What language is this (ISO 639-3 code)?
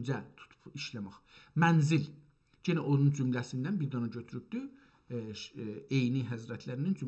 azb